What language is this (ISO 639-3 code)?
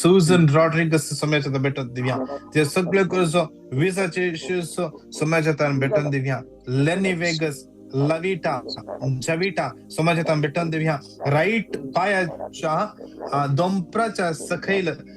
kok